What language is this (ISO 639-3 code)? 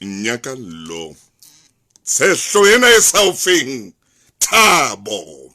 sot